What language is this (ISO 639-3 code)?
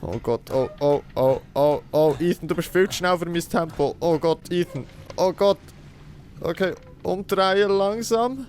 gsw